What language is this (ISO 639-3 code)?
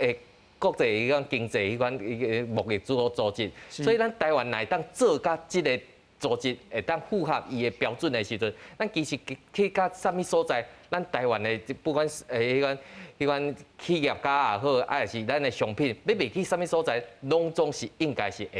nan